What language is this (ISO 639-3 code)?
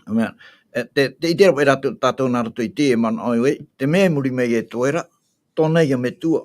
tah